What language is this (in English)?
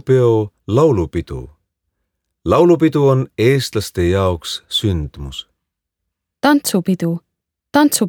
Estonian